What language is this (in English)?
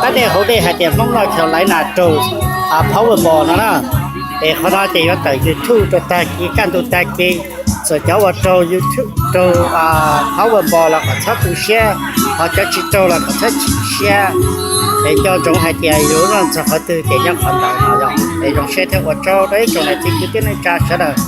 Hmong